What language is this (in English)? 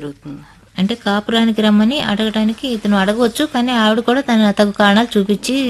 Telugu